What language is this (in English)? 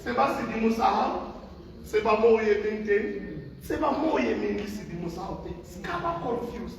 Southern Sotho